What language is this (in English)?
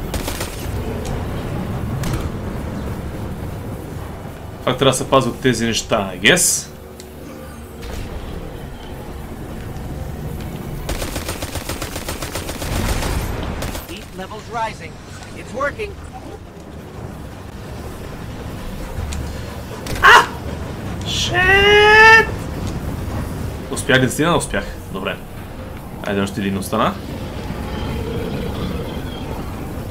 Bulgarian